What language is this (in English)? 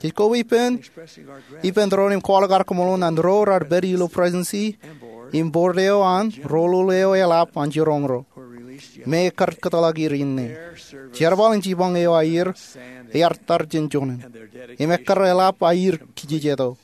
Marshallese